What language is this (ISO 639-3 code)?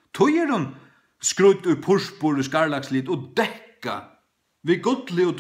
fao